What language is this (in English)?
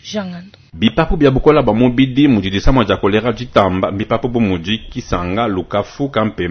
Luba-Lulua